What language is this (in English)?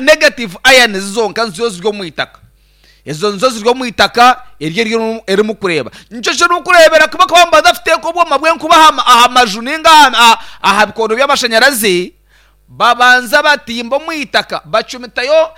Nyankole